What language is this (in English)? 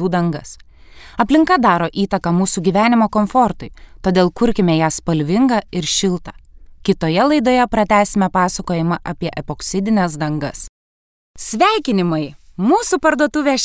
Lithuanian